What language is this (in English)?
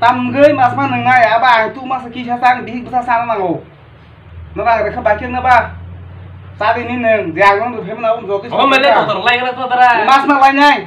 Kok Borok